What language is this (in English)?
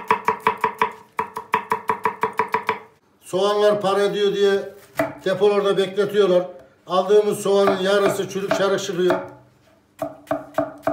Turkish